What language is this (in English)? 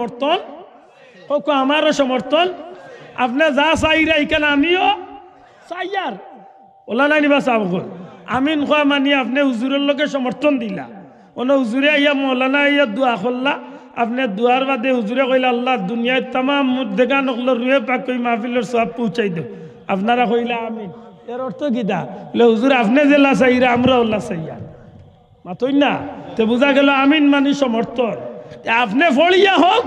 Sylheti